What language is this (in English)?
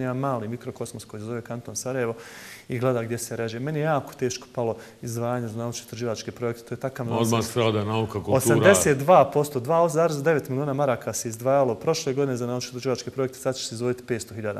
Bosnian